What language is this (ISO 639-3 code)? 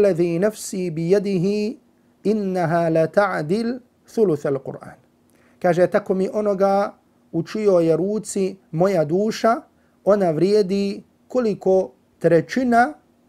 bos